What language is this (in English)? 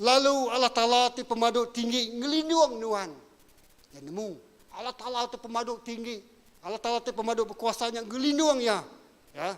Iban